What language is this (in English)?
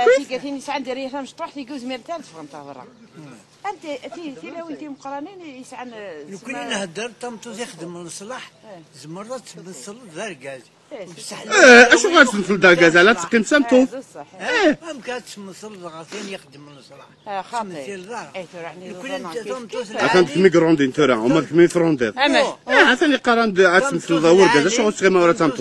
Kabyle